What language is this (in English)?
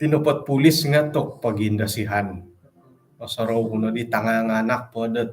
Central Dusun